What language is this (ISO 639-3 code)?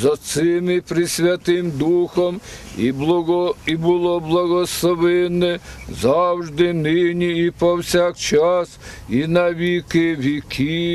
ukr